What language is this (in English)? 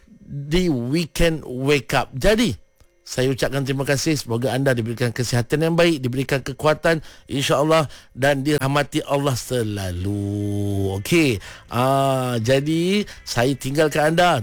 Malay